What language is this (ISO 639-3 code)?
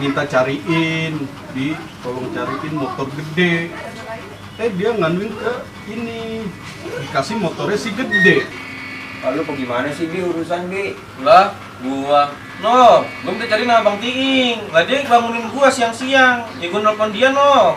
bew